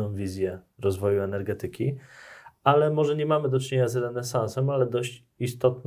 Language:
Polish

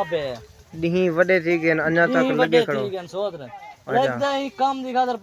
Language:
Saraiki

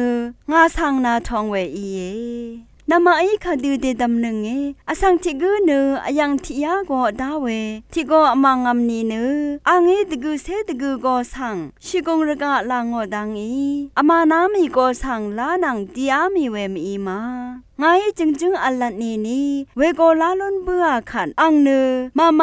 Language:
Rawang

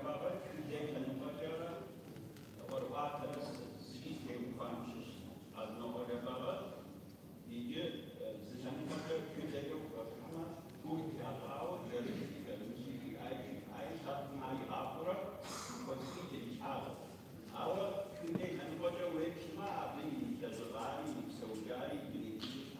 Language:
Kabardian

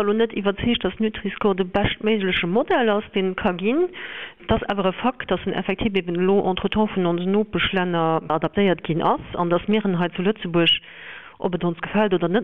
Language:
Luxembourgish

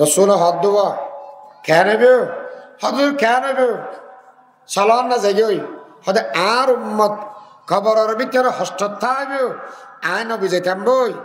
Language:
Rohingya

